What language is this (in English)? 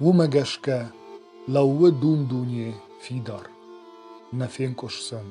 Ossetic